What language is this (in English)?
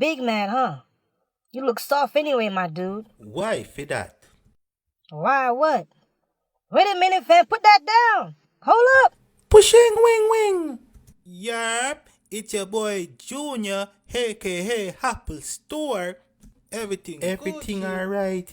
Jamaican Creole English